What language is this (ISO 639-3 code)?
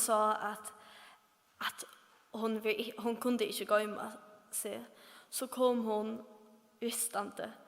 fao